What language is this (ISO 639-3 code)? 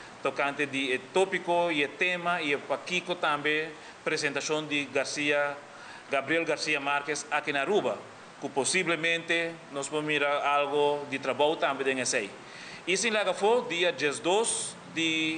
pap